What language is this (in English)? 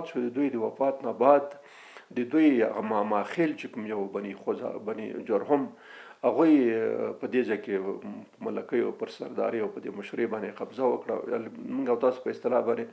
Pashto